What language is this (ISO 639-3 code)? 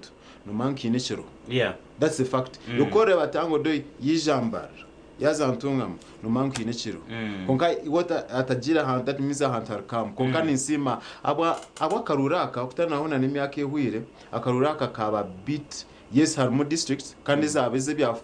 nyn